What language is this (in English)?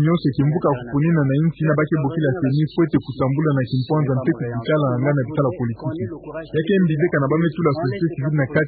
Kituba (Democratic Republic of Congo)